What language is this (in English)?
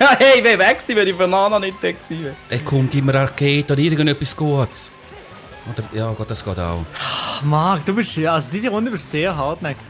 Swiss German